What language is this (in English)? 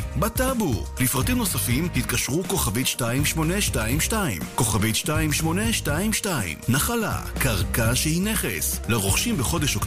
Hebrew